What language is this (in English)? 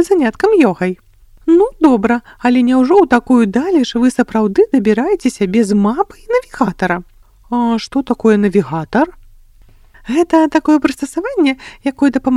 Belarusian